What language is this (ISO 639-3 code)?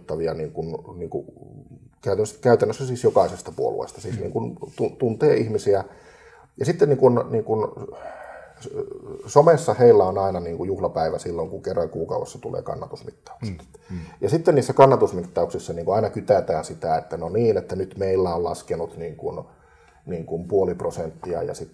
fin